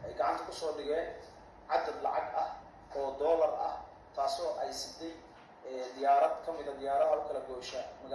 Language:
Somali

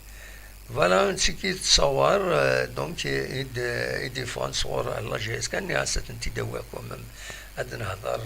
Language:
Kabyle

